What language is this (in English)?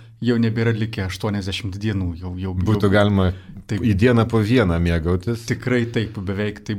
Lithuanian